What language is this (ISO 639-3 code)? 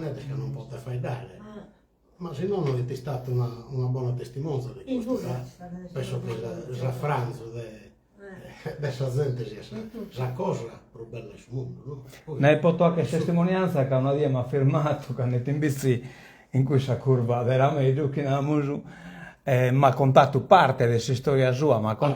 srd